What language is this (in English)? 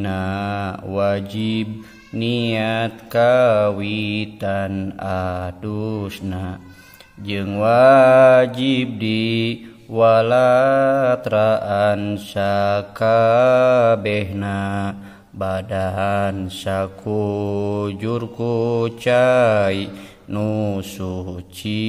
Sundanese